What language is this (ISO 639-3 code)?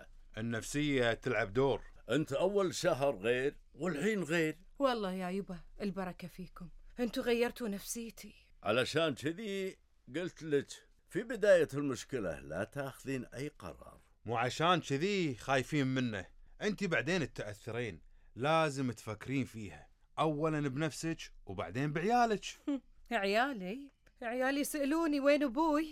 afb